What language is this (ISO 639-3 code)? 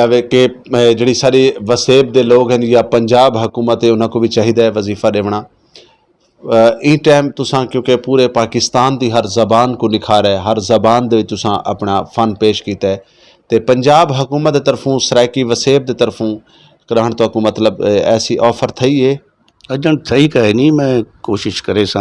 skr